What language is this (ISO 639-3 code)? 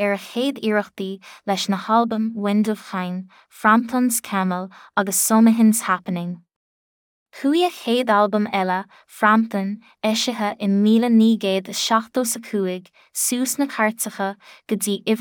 gle